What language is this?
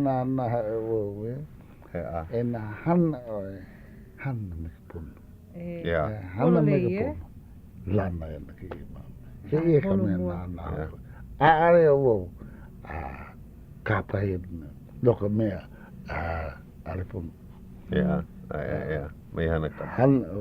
Hawaiian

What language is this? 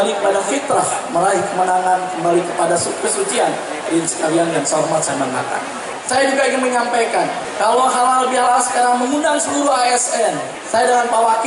Indonesian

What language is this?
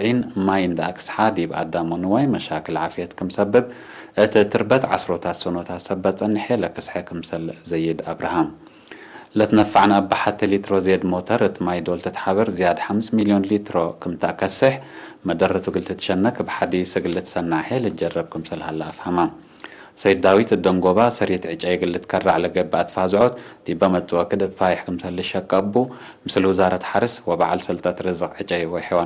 Tigre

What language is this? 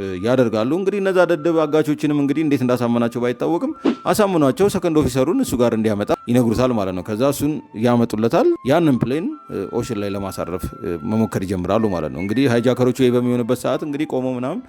Amharic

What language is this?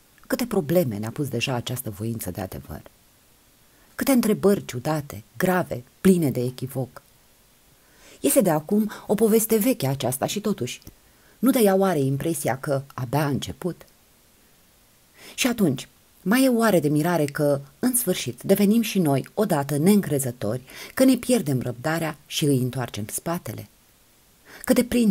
Romanian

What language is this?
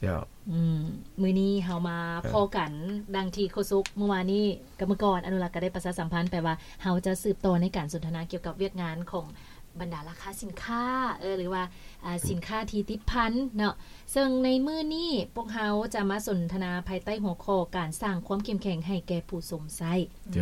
Lao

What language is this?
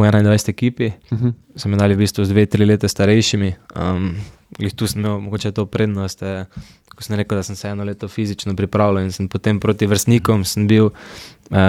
Slovenian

